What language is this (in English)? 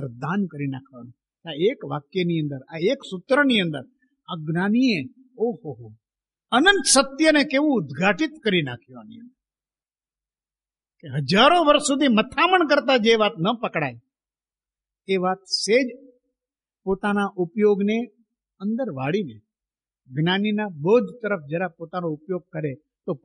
Gujarati